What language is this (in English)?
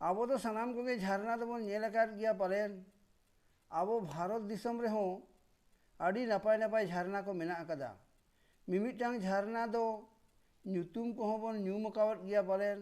Santali